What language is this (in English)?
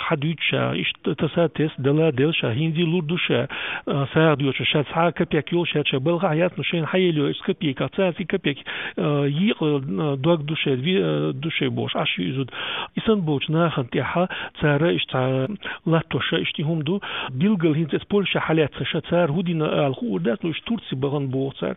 Chechen